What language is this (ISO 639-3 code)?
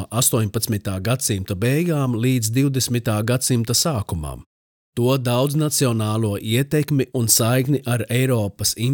lav